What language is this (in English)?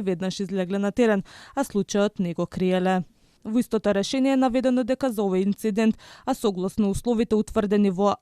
Macedonian